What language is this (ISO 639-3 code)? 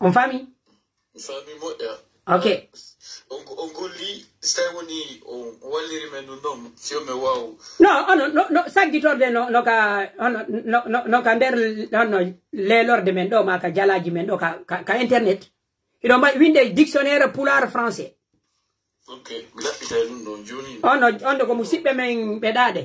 fuf